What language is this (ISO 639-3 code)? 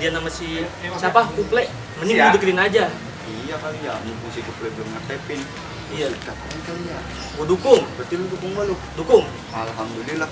bew